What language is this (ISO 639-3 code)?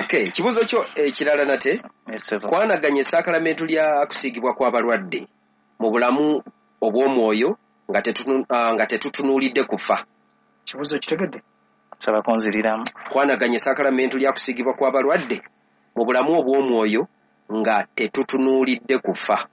lug